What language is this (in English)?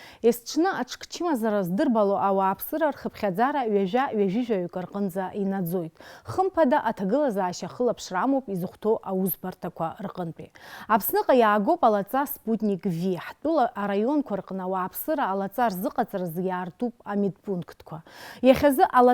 Abkhazian